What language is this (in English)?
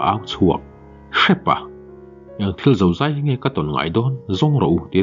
Mizo